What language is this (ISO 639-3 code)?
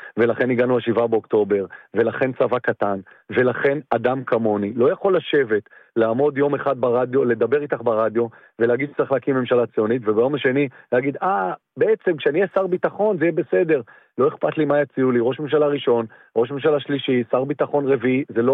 heb